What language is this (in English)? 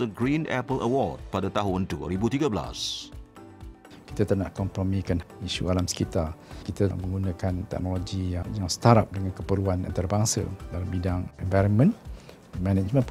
Malay